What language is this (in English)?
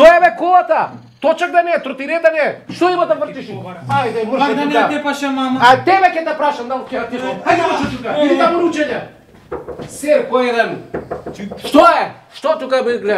Macedonian